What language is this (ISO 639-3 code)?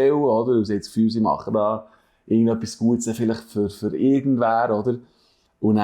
gsw